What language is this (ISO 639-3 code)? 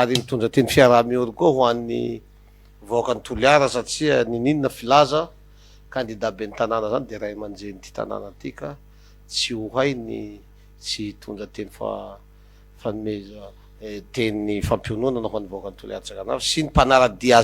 mlg